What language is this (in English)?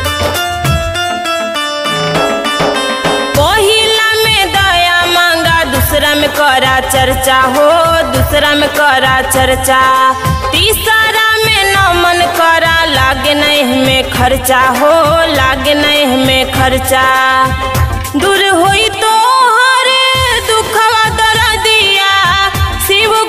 Bhojpuri